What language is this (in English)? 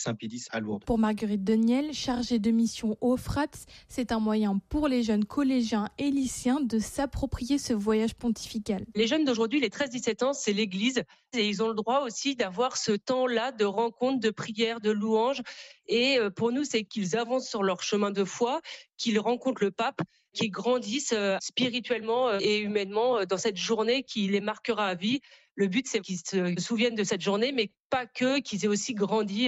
French